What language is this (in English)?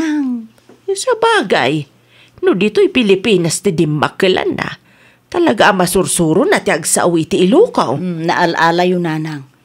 Iloko